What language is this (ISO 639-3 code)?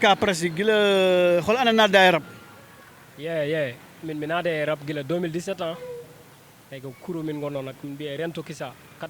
ful